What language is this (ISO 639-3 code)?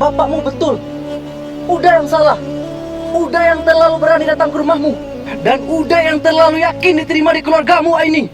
min